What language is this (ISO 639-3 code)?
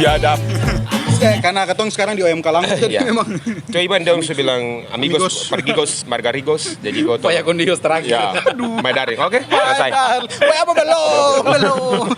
abs